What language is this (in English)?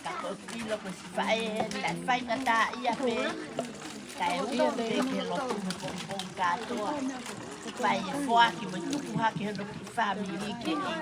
Tongan